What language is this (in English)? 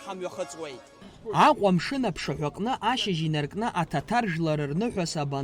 Abkhazian